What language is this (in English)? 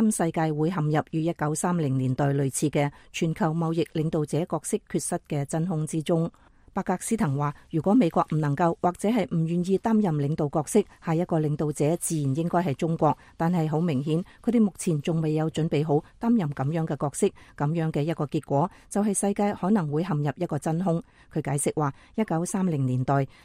Cantonese